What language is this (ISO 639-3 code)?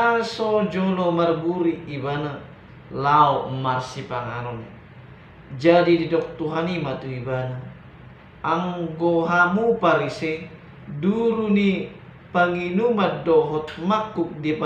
bbc